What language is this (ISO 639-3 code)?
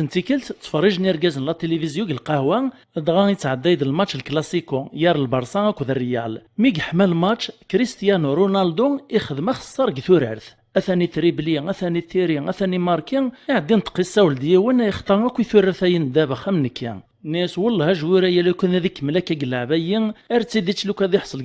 kab